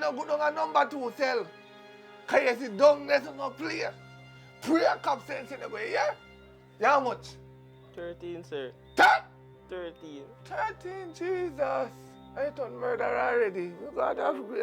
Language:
Jamaican Creole English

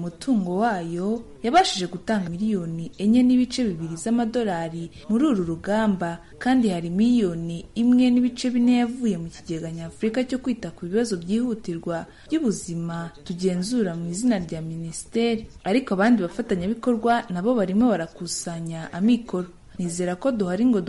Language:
Kinyarwanda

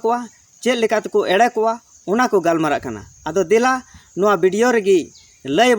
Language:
Santali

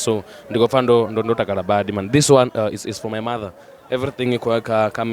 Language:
Venda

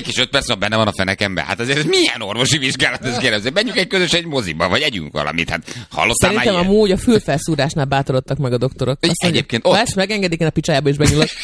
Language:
Hungarian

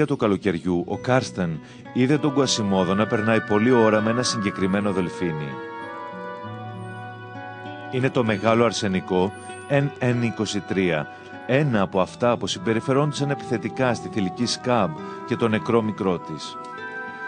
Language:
Greek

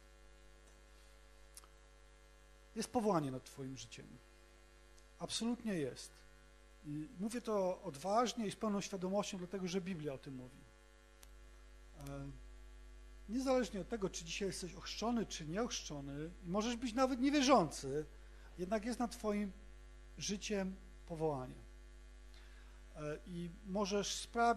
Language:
Polish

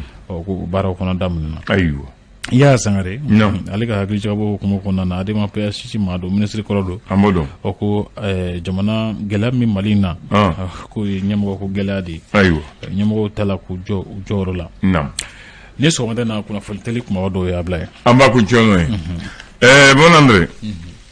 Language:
Bambara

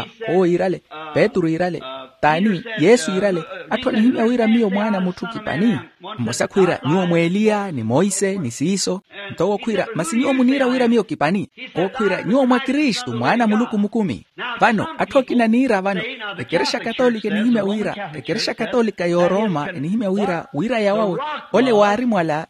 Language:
Makhuwa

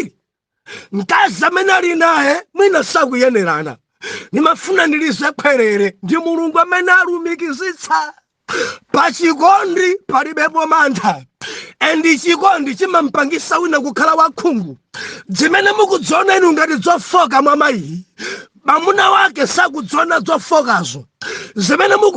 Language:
Nyanja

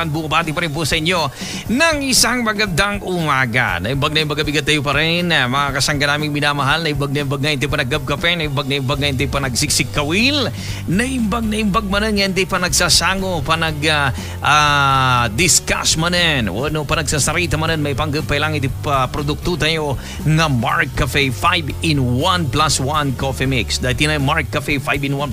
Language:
Filipino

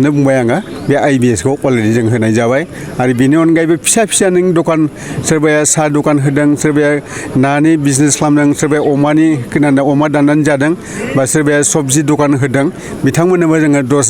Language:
Bodo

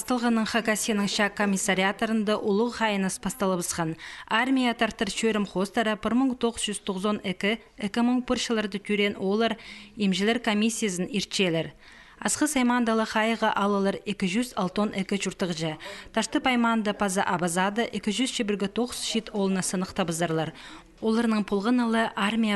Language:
Khakas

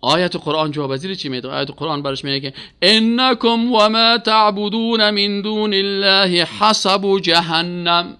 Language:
Persian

